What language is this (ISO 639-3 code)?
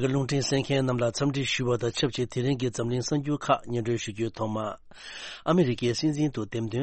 bod